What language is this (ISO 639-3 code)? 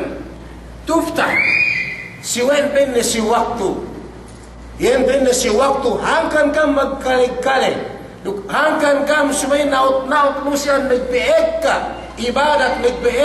yka